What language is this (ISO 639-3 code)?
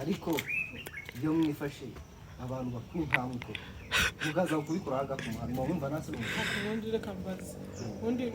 kin